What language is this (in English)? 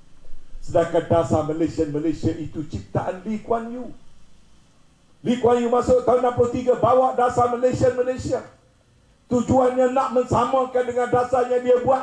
Malay